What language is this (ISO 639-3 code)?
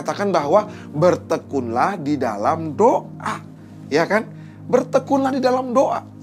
ind